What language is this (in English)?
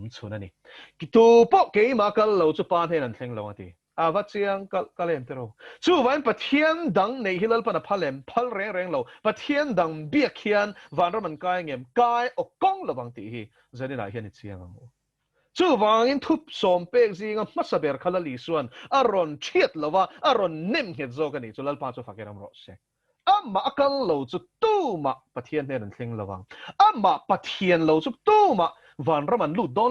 Mizo